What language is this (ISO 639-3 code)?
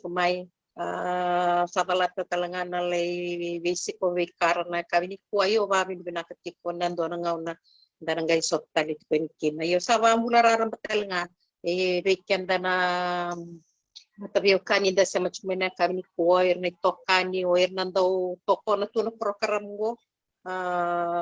fij